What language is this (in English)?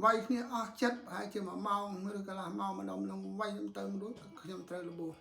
Khmer